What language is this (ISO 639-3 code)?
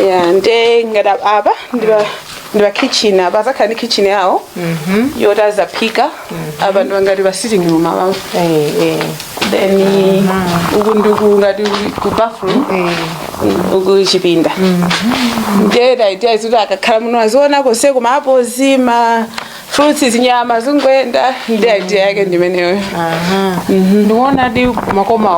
nya